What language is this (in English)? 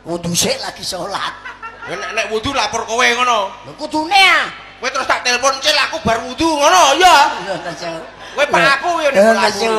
Javanese